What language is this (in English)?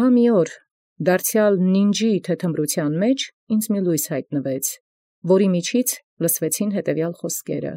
Armenian